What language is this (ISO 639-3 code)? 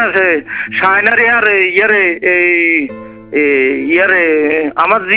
ben